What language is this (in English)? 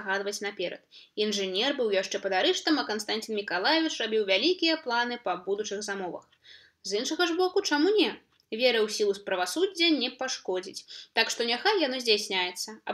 Belarusian